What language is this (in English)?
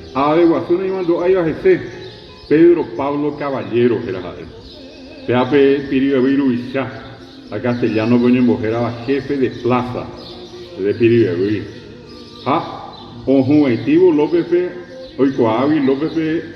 Guarani